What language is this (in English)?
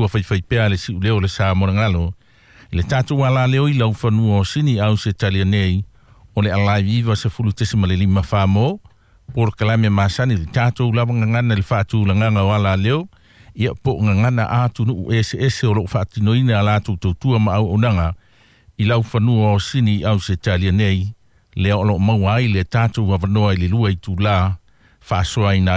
Samoan